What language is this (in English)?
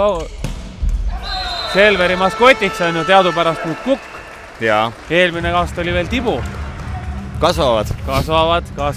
Estonian